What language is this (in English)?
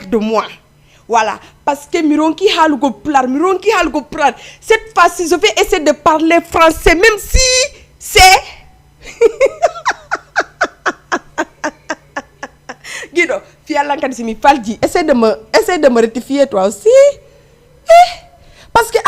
Fula